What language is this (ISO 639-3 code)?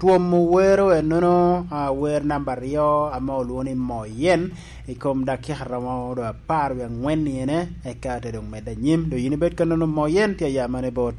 laj